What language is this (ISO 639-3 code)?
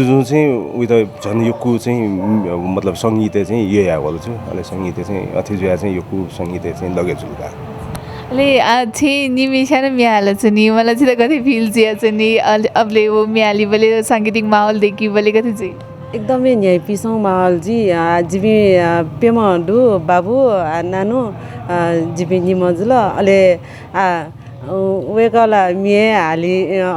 new